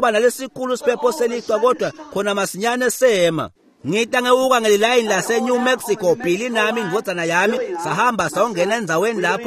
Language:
Swati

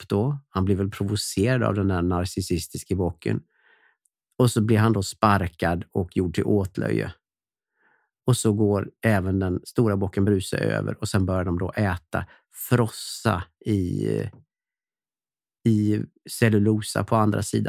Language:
Swedish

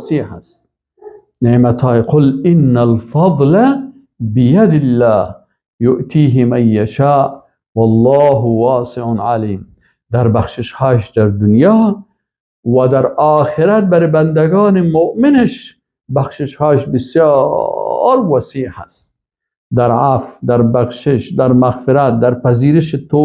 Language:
Persian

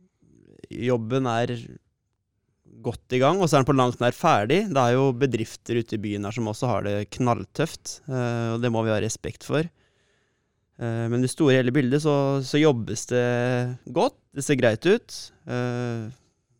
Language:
Norwegian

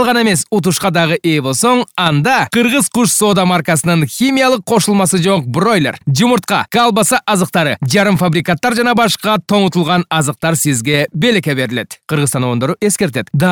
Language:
Kyrgyz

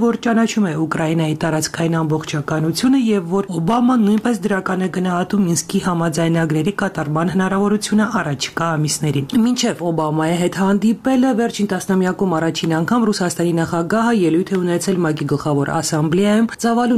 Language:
Armenian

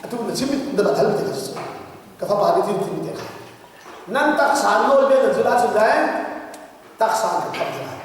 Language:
Hakha Chin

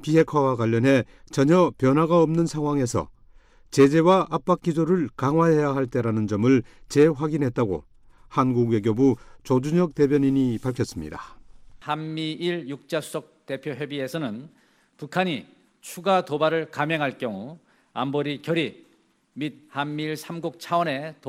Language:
Korean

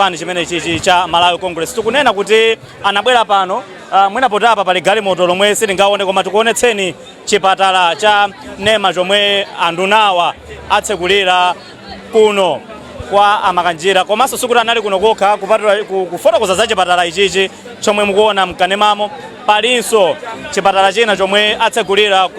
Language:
Nyanja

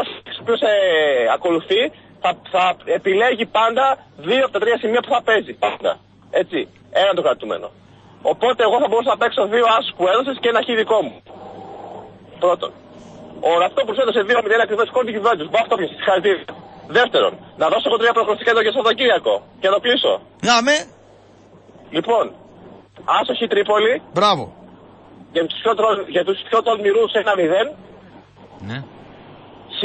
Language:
Greek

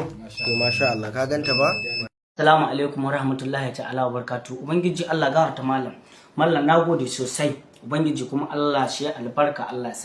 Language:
Hausa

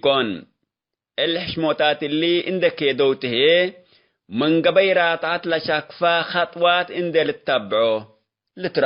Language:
Tigre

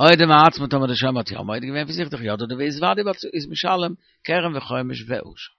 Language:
Yiddish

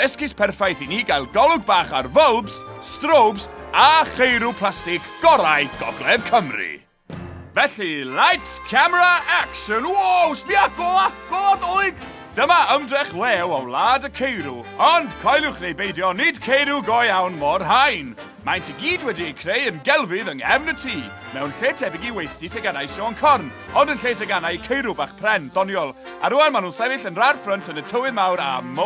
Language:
Welsh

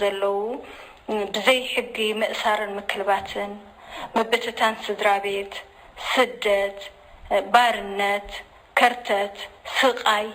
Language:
Tigrinya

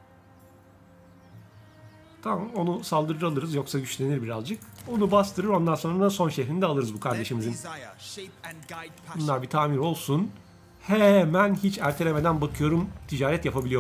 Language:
Turkish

